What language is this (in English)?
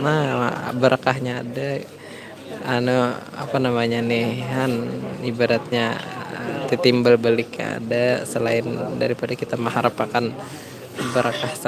Banjar